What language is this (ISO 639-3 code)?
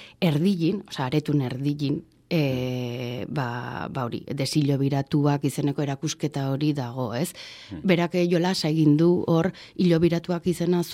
eus